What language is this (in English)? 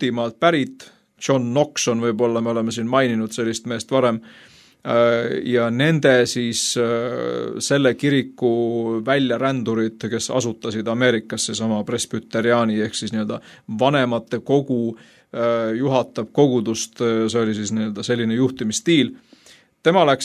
Estonian